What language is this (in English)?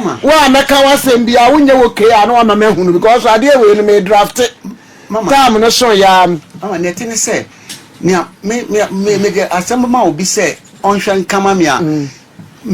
Akan